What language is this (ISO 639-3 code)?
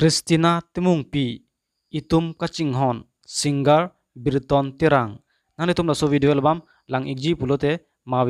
mjw